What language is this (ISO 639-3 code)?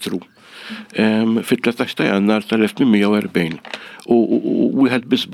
mlt